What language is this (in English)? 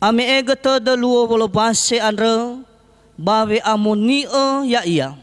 Nias